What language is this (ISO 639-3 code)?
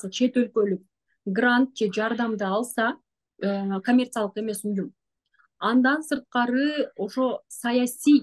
kir